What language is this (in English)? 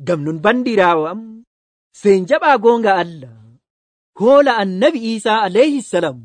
Nigerian Fulfulde